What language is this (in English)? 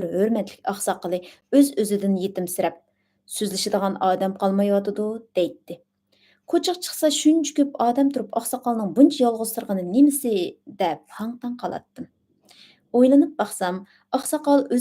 Uyghur